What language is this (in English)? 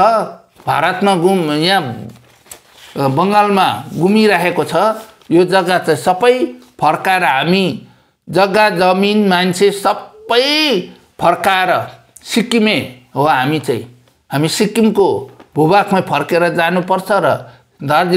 Nepali